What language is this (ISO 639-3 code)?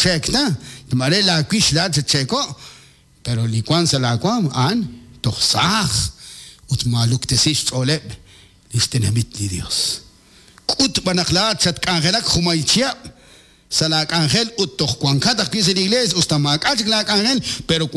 kek